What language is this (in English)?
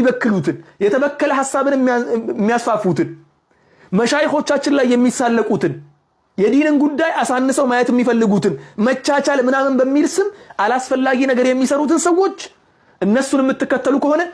Amharic